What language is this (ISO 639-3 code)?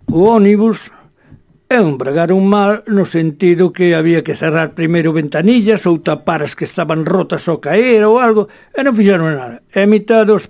glg